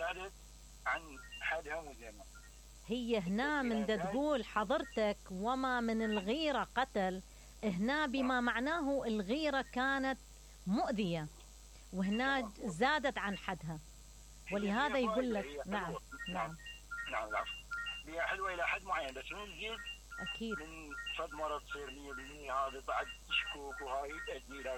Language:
Mesopotamian Arabic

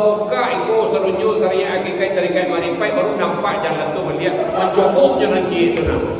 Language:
Minangkabau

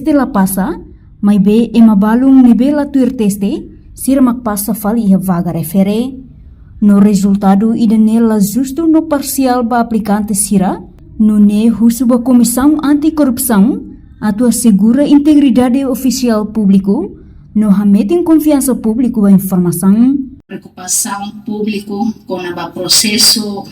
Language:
Tetum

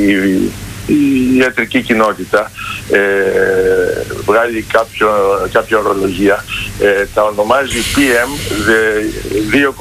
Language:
Greek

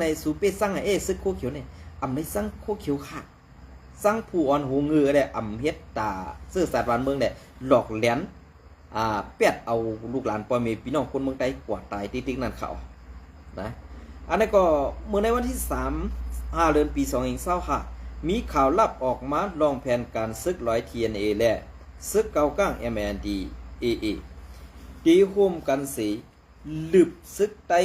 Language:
Shan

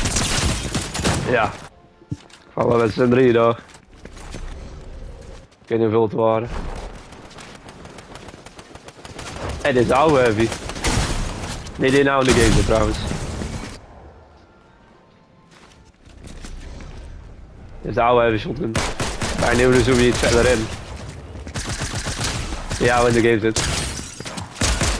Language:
Dutch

